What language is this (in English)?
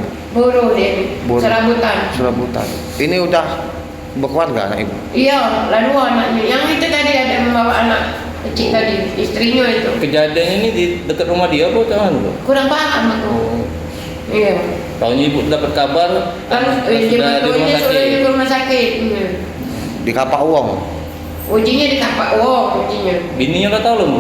Musi